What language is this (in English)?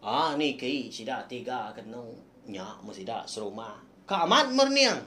Iban